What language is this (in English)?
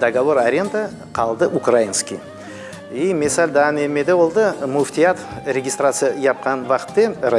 Crimean Tatar